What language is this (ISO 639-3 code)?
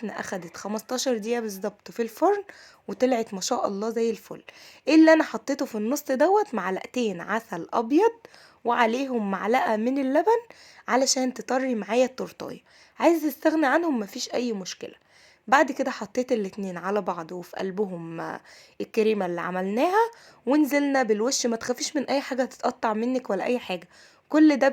arz